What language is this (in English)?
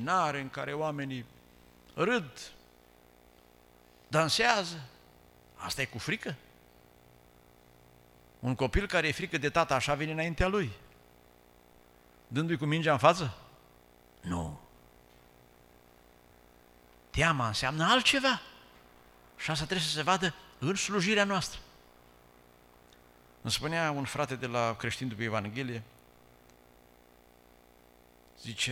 Romanian